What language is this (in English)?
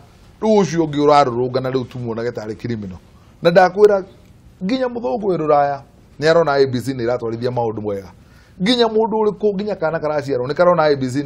Kikuyu